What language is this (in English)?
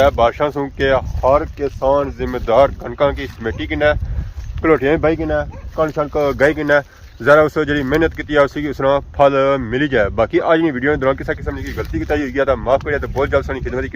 Pahari-Potwari